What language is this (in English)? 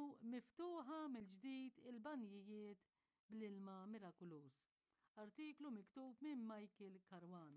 Maltese